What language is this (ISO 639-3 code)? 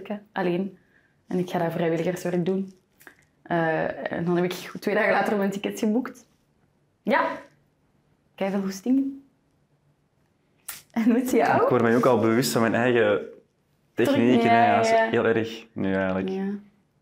nld